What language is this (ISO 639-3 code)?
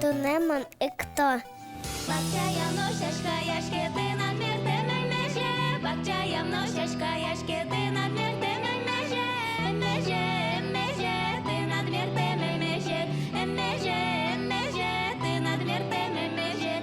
udm